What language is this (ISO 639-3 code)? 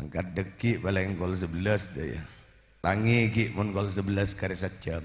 mad